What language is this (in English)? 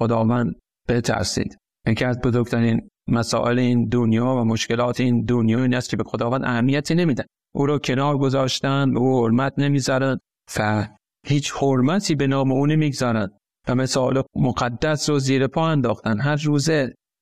Persian